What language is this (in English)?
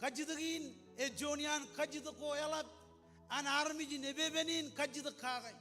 Marshallese